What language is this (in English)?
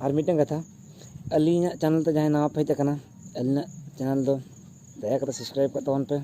Santali